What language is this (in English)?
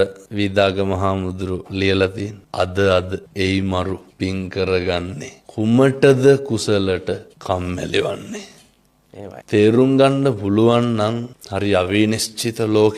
Sinhala